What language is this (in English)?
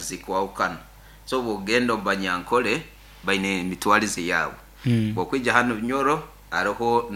Nyoro